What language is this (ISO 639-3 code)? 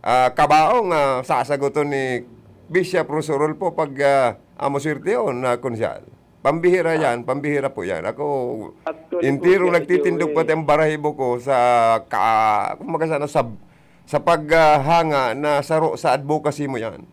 bik